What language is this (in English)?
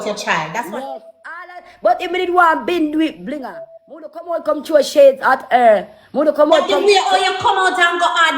Jamaican Creole English